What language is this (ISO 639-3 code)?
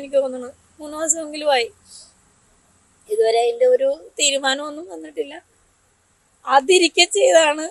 mal